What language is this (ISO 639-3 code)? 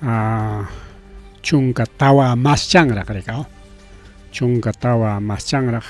quy